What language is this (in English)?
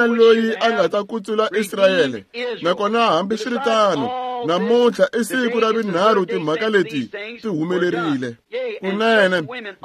Tsonga